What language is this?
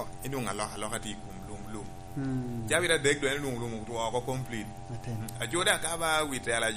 Lango (Uganda)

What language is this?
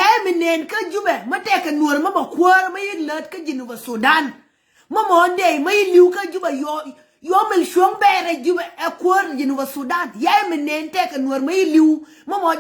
Nuer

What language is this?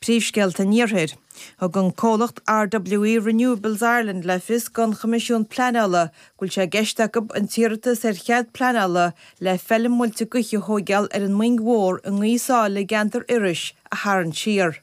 Irish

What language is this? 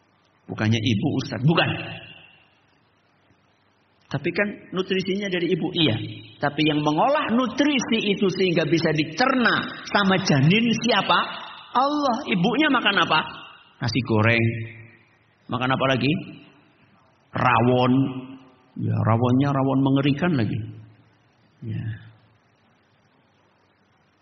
Indonesian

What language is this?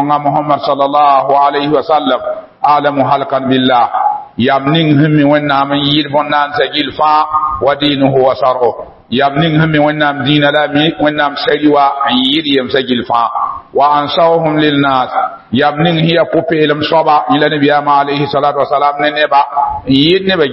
Mossi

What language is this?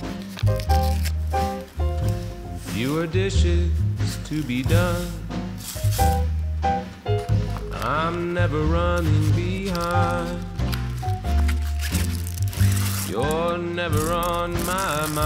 English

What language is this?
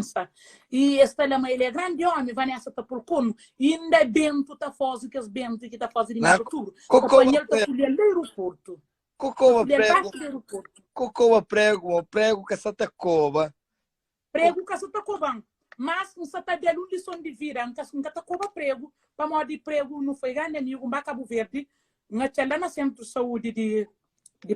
Kabuverdianu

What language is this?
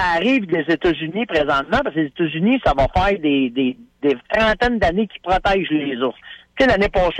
French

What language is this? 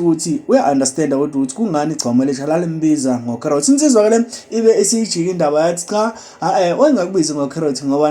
Zulu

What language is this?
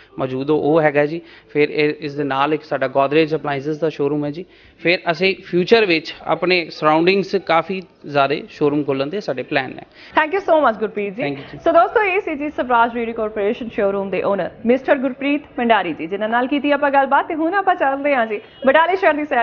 Punjabi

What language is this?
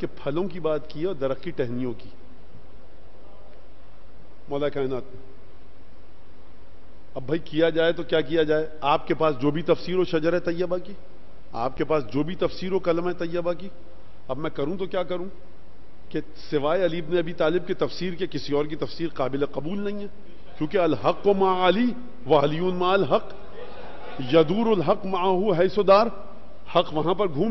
Urdu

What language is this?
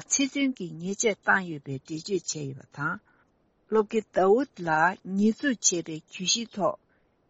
Tibetan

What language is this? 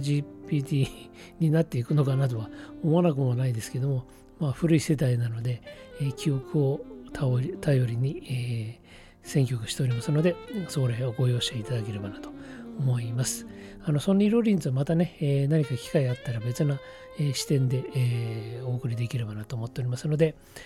Japanese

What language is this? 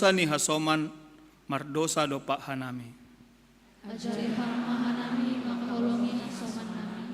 Batak Simalungun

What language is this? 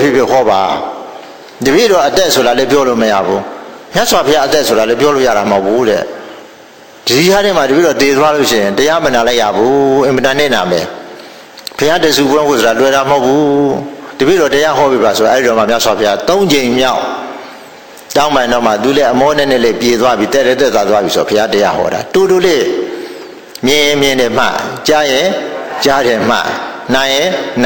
Burmese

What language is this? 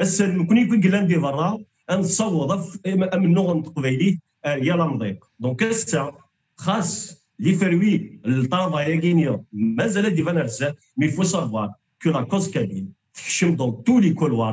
Kabyle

